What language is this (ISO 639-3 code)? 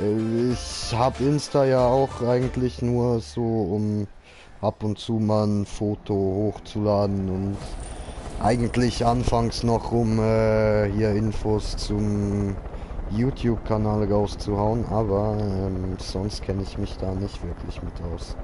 gsw